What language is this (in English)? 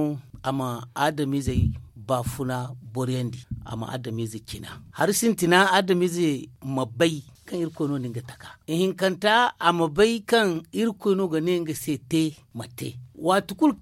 Zarma